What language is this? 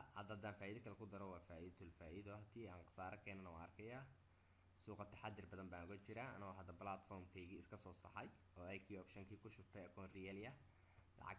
Somali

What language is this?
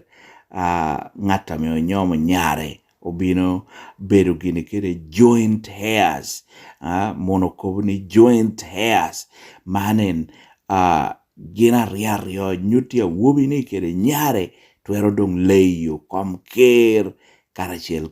Lango (Uganda)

